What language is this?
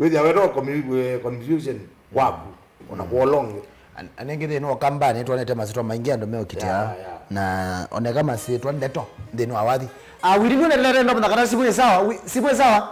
Kamba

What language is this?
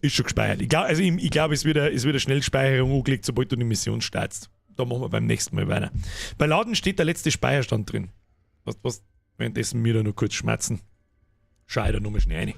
Bavarian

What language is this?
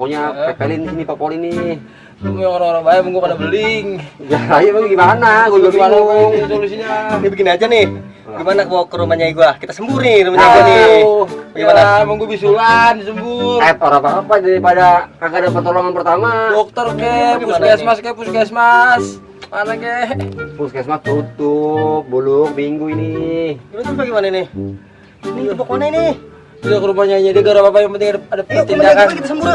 Betawi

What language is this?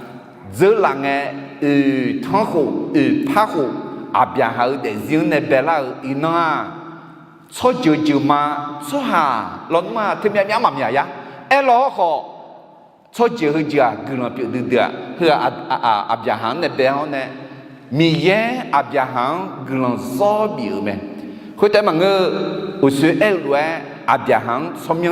Akha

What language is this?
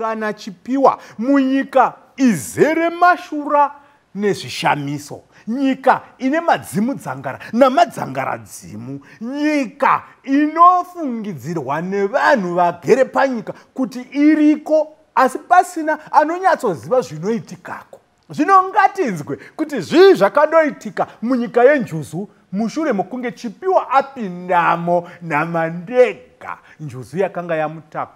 Shona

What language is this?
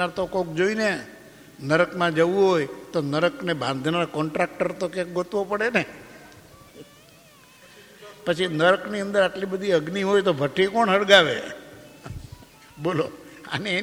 Gujarati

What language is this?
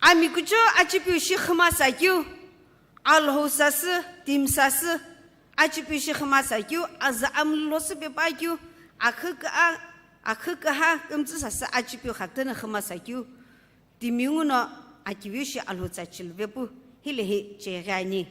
Sumi Naga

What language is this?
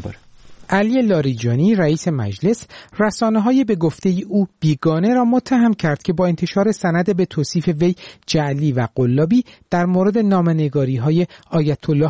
Persian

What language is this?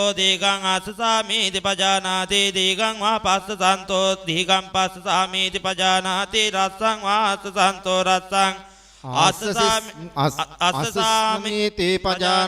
Pali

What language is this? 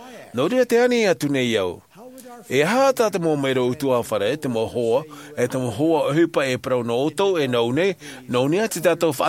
Tahitian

